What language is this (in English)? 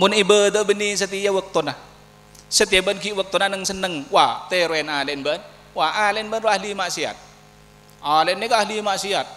Madurese